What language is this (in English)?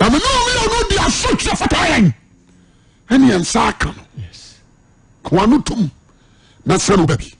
Akan